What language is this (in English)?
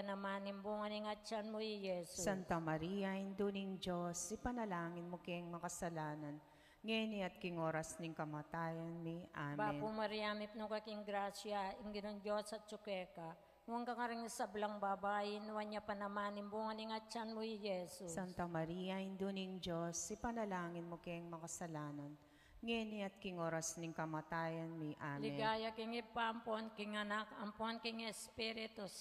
Pampanga